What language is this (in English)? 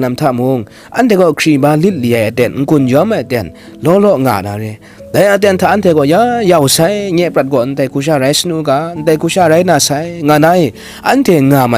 Kachin